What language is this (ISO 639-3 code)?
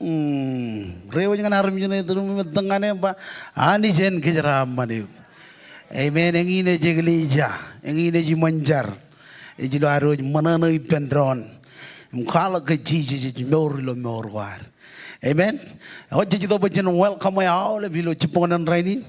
mah